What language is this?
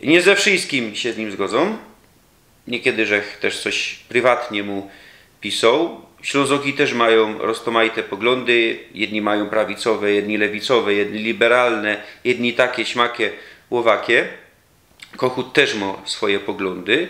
Silesian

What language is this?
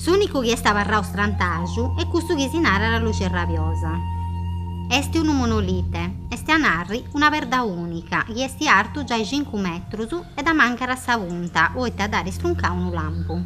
Sardinian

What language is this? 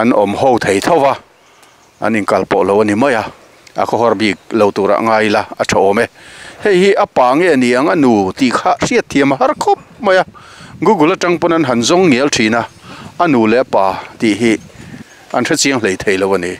Mizo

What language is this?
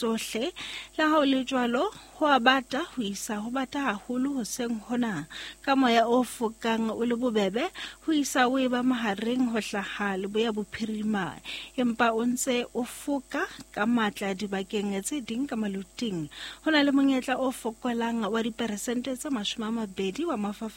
Southern Sotho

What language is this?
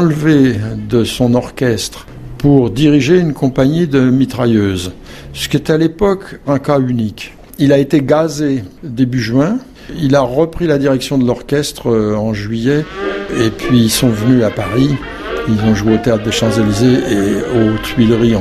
French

